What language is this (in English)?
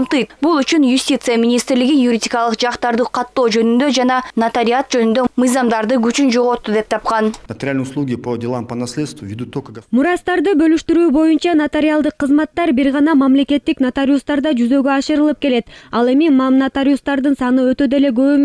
Kyrgyz